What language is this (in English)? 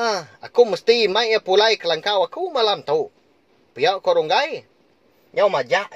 Iban